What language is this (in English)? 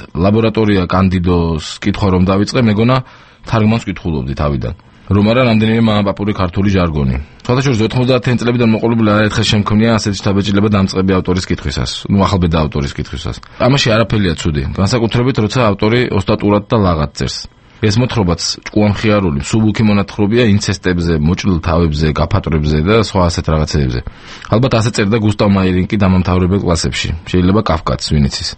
Georgian